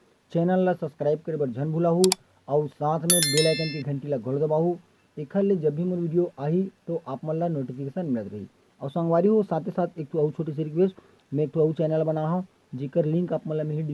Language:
Chhattisgarhi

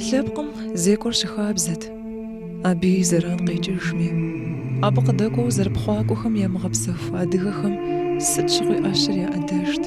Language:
Kabardian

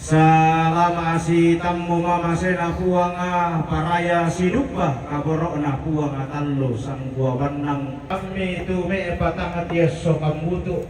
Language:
Toraja-Sa'dan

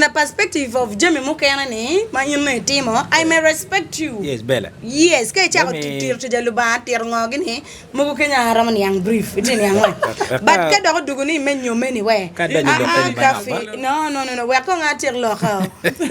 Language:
Acoli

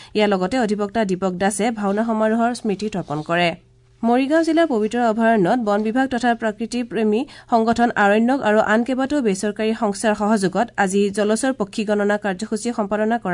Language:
Assamese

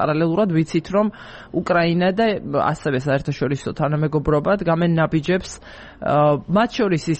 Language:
Georgian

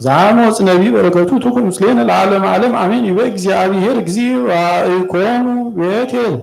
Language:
Geez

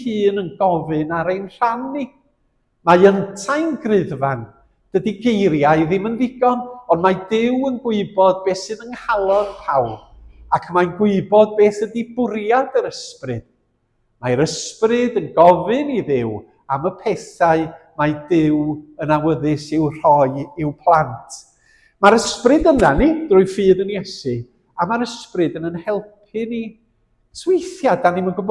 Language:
Welsh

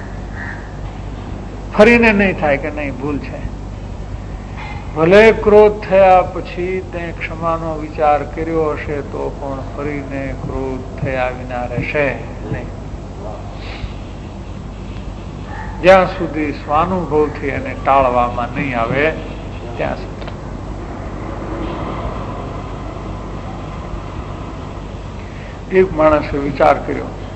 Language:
Gujarati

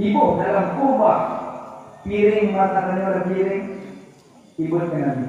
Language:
Achinese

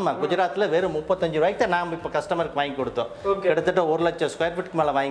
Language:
Tamil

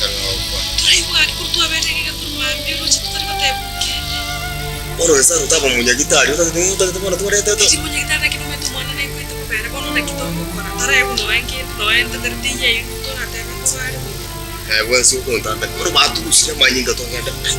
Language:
Gusii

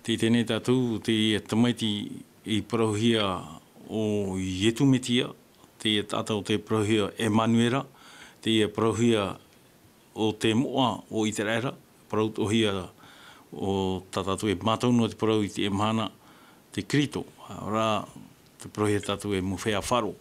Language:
Tahitian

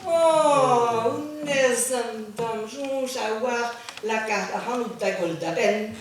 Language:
Breton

